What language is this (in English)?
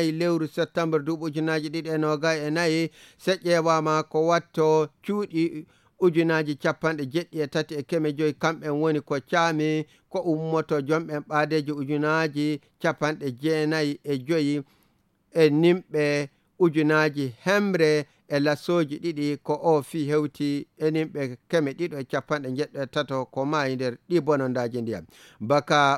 Nigerian Fulfulde